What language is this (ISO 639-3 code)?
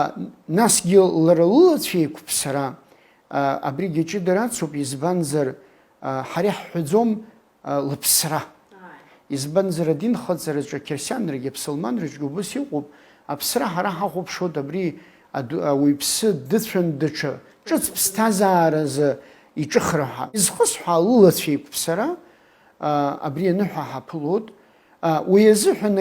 abk